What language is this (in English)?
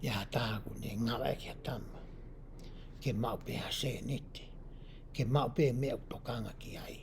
Tongan